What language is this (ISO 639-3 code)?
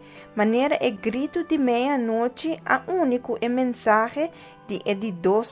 pap